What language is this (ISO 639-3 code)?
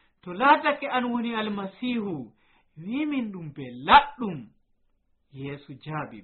fuv